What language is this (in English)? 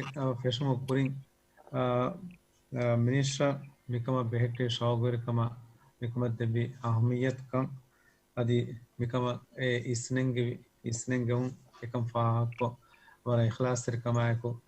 Divehi